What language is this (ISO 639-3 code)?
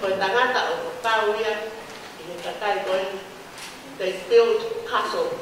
ton